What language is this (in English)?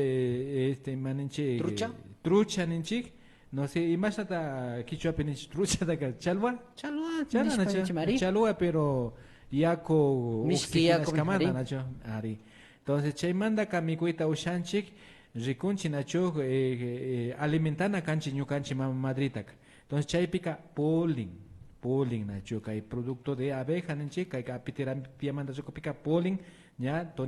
Imbabura Highland Quichua